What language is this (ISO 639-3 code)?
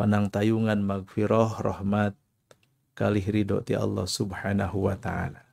sun